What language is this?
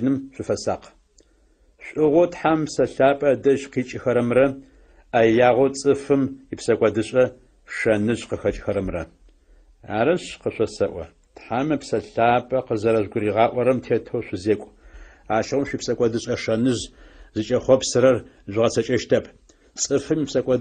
Adyghe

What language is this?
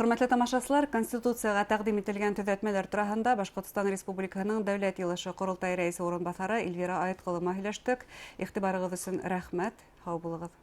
Bashkir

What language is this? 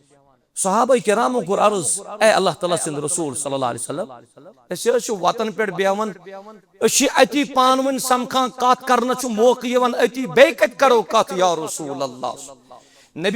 Kashmiri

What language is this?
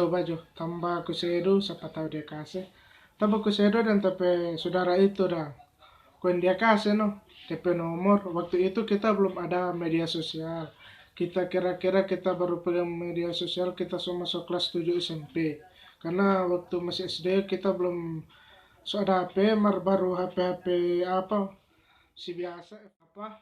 Manado Malay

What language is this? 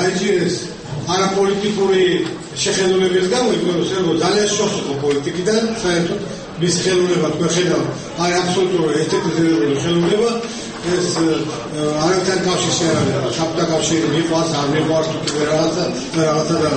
Georgian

